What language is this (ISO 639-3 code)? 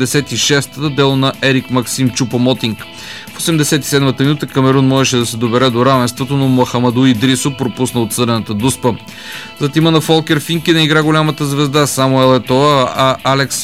bul